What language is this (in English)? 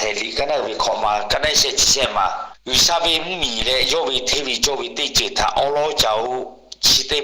Lahu